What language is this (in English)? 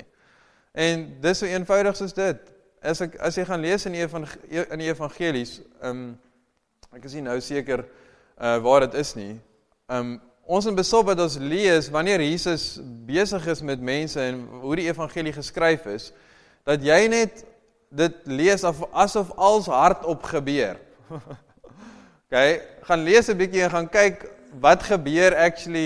Afrikaans